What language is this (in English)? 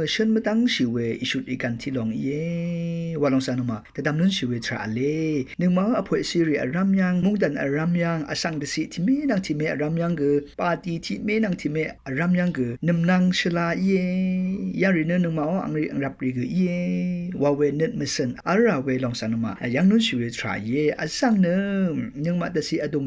Rawang